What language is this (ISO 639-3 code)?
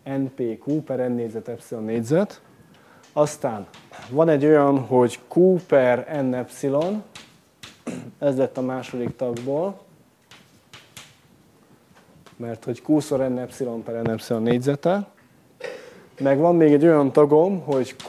hun